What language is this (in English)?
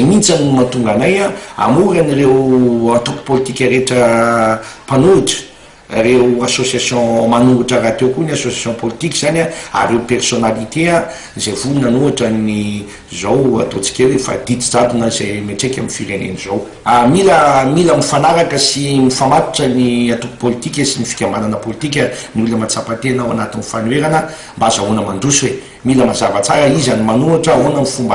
Malagasy